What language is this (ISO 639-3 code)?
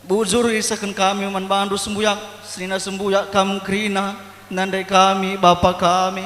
btx